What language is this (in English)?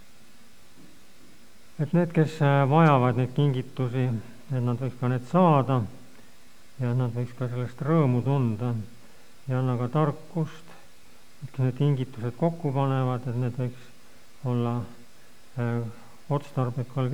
Estonian